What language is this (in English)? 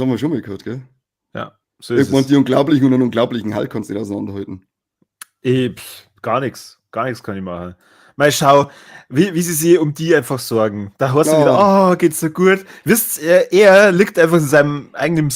Bavarian